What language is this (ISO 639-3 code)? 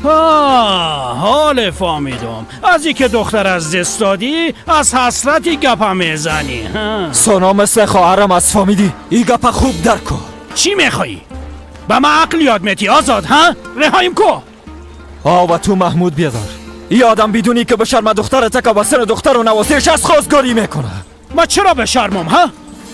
fas